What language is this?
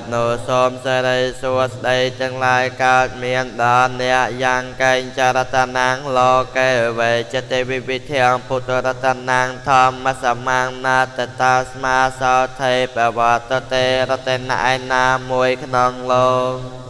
Khmer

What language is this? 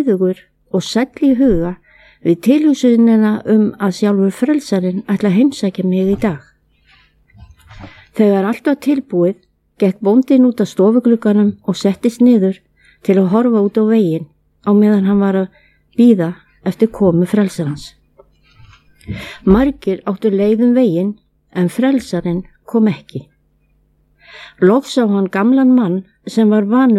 Icelandic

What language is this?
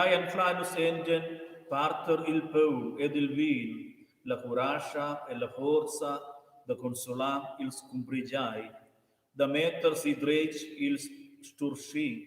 Romansh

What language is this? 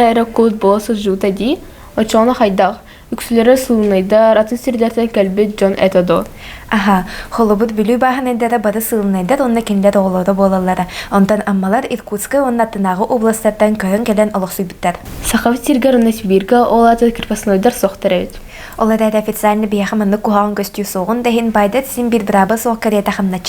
Yakut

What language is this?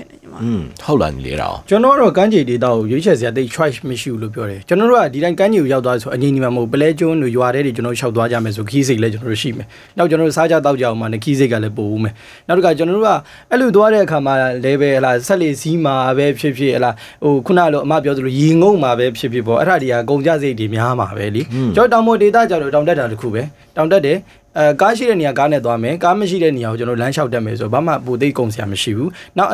Burmese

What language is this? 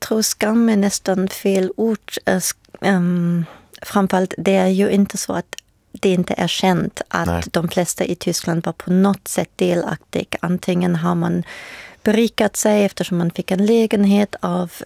Swedish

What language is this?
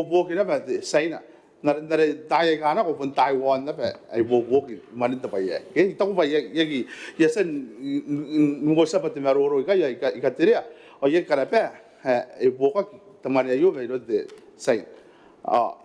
Gilbertese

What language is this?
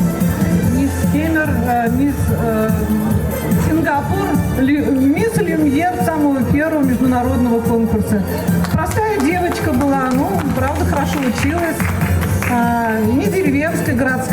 Chuvash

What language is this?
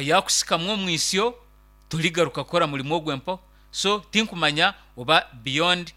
Nyankole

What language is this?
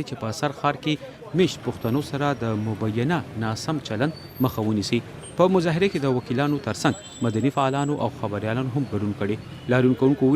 Pashto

